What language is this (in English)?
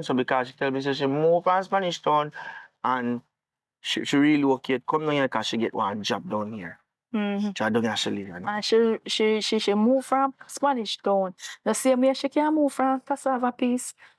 Jamaican Creole English